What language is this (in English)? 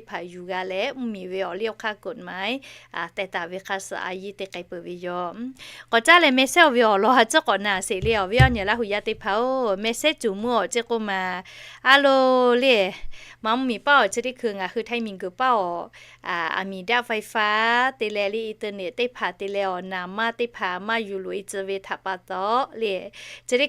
Lahu